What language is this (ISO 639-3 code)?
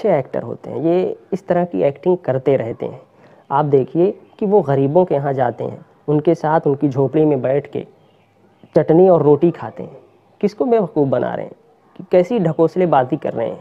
urd